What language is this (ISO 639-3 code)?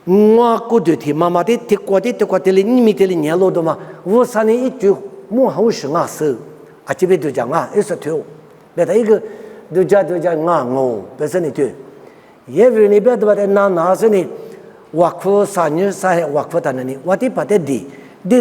lis